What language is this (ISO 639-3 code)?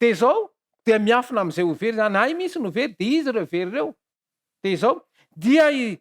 mlg